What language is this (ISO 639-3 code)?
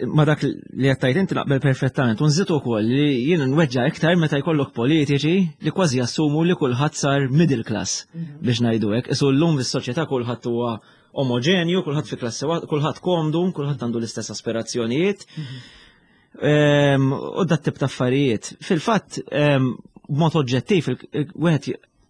mlt